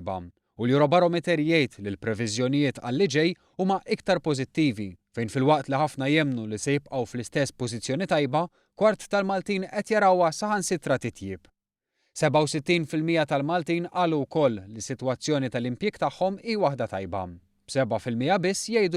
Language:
Maltese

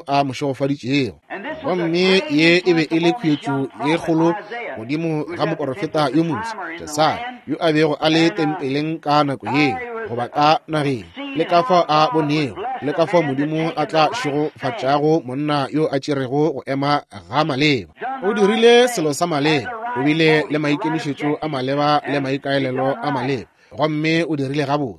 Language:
Northern Sotho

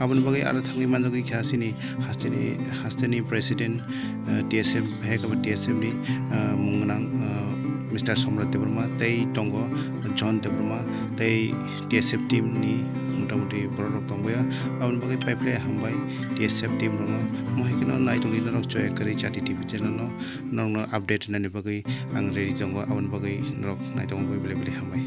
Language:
Kok Borok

